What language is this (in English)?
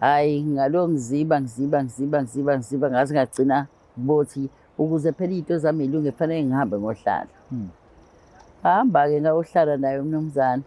Zulu